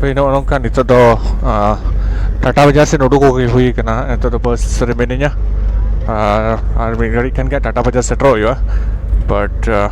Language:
Santali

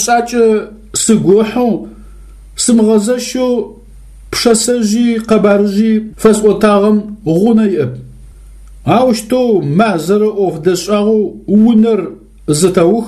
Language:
Adyghe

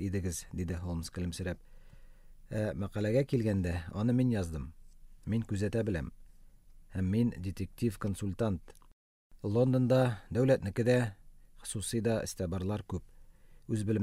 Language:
Tatar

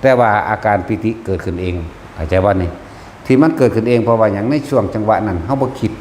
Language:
Northeastern Thai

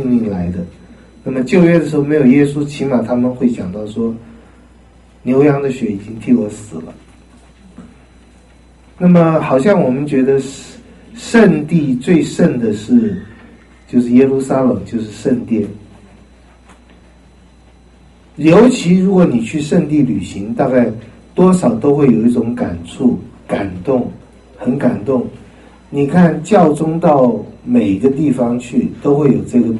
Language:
Chinese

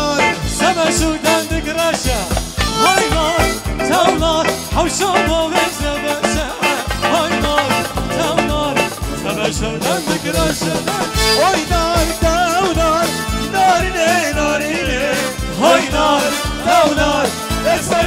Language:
Kurdish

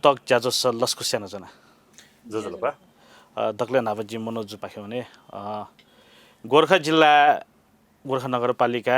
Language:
Newari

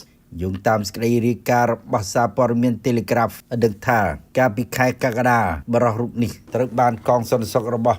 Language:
Khmer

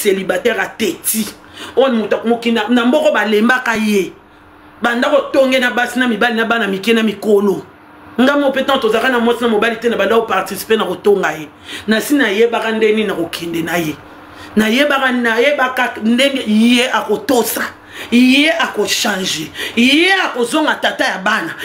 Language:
Lingala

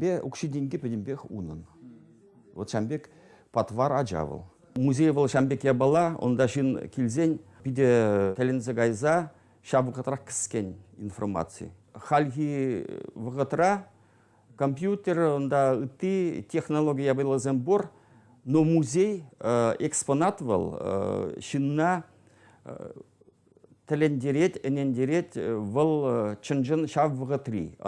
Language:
Chuvash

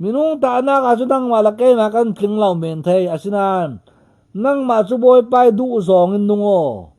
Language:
Falam Chin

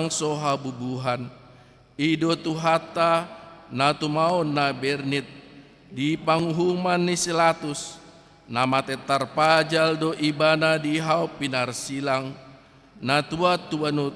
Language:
Batak Toba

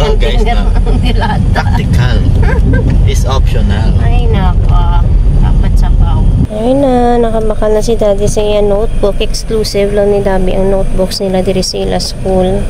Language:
Hiligaynon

